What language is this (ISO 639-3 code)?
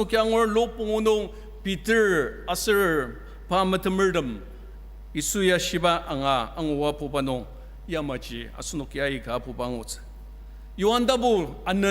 njo